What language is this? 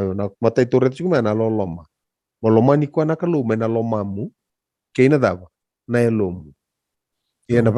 Fijian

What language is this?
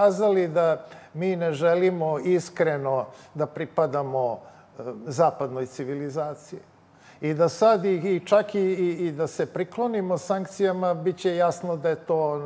Serbian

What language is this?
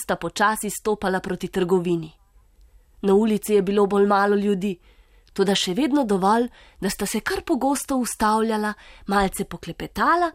Slovenian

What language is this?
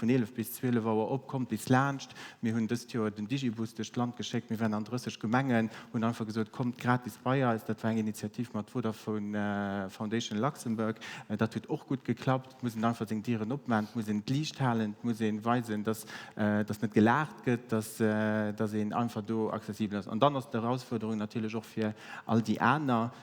Luxembourgish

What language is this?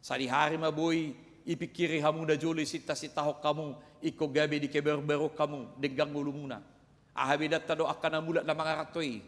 Batak Toba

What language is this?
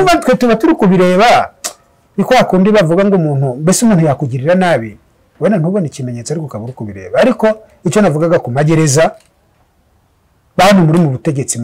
Kinyarwanda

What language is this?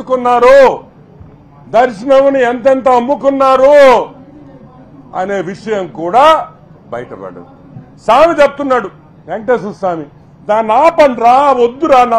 Telugu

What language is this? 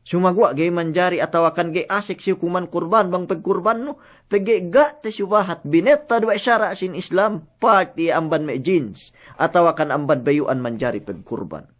Yakan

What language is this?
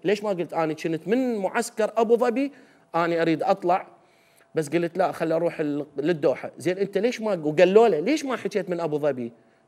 Mesopotamian Arabic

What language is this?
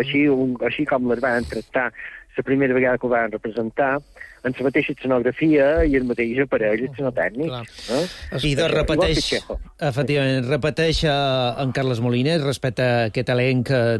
Catalan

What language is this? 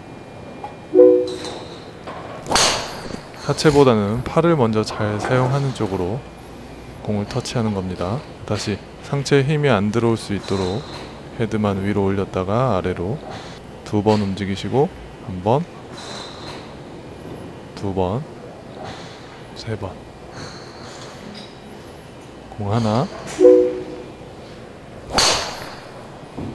Korean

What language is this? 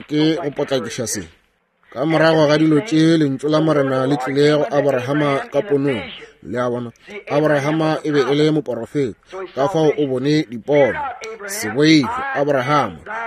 Northern Sotho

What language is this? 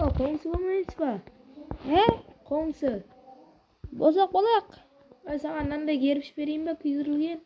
Kara-Kalpak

